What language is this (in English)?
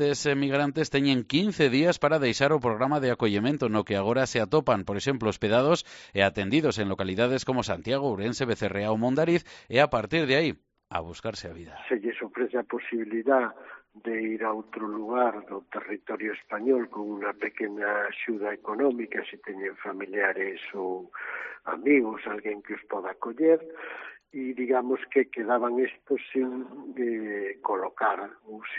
Galician